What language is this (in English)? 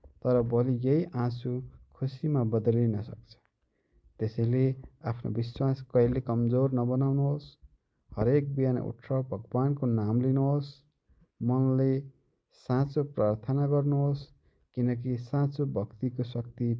Nepali